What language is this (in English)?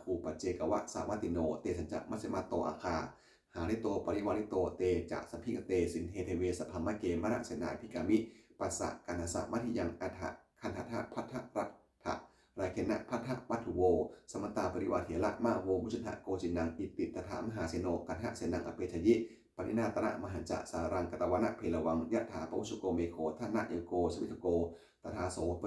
Pali